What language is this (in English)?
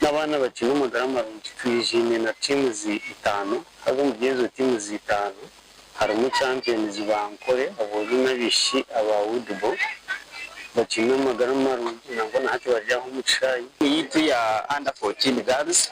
Nyankole